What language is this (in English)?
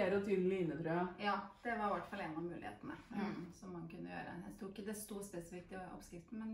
Norwegian